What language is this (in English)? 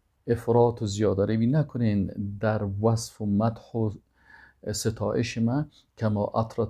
Persian